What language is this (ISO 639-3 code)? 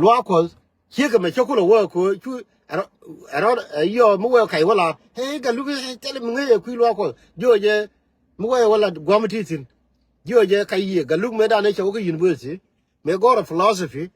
nus